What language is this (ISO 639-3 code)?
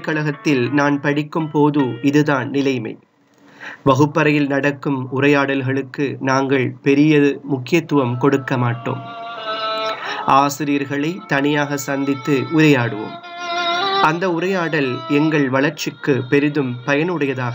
tam